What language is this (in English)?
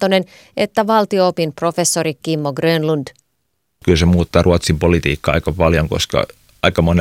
Finnish